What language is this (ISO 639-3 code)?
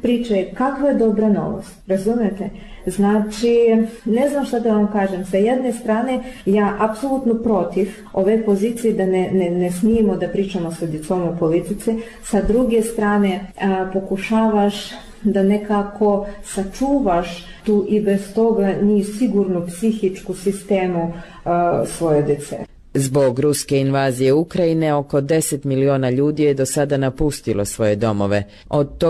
srp